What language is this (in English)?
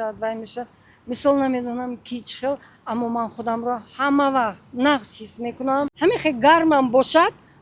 Tajik